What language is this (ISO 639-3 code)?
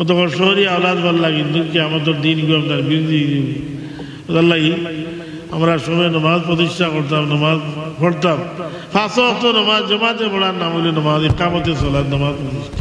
syl